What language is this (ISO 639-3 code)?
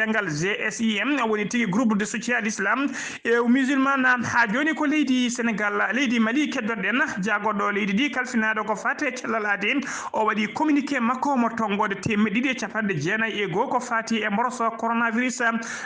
ful